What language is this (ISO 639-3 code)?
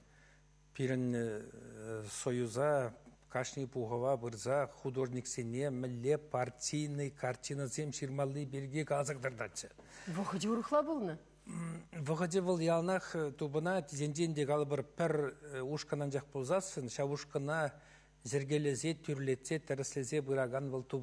chv